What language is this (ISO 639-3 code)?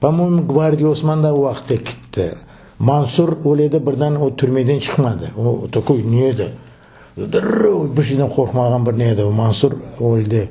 crh